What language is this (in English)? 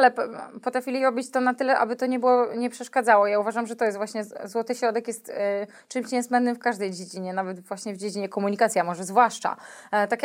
Polish